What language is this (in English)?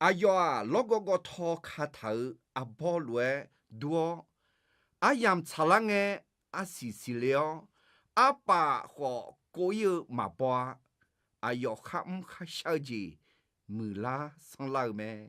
Akha